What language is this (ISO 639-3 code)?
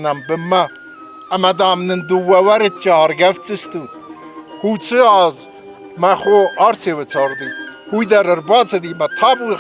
oss